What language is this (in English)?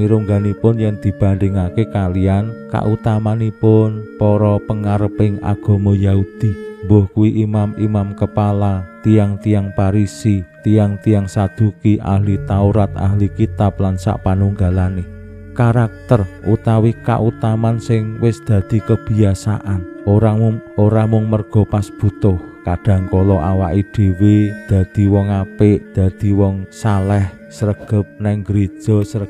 Javanese